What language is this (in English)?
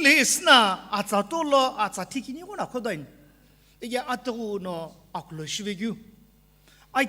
Sumi Naga